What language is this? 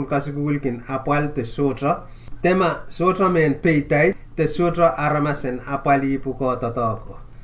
Pohnpeian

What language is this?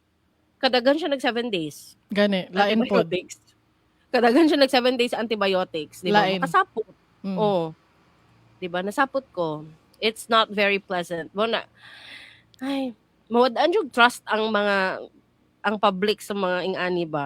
Cebuano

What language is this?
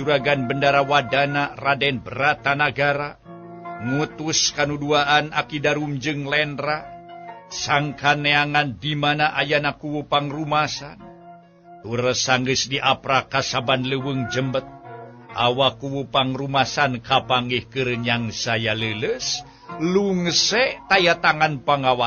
Sundanese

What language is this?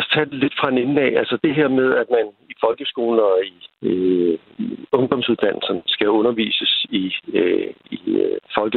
Danish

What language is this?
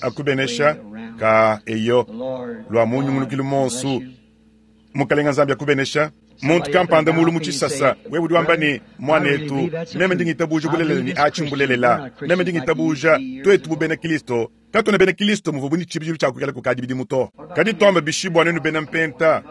Luba-Lulua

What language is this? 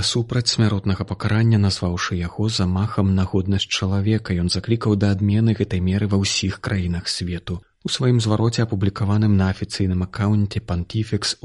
Belarusian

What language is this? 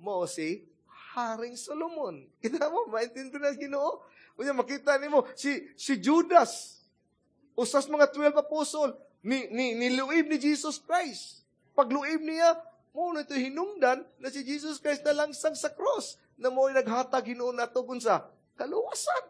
Cebuano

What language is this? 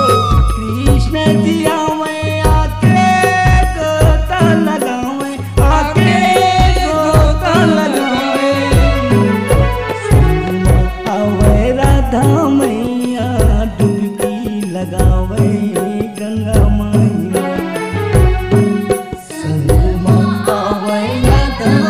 Bhojpuri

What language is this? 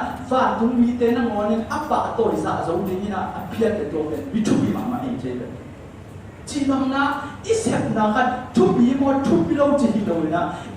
Tedim Chin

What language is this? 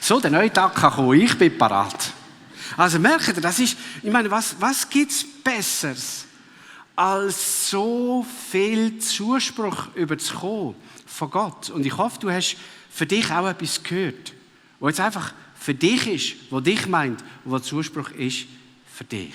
Swiss German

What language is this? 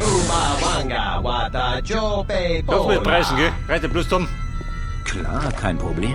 Bavarian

